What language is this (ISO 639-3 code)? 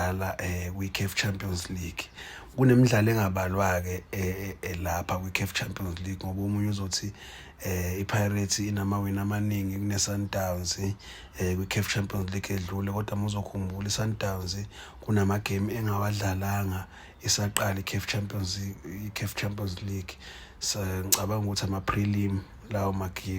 zul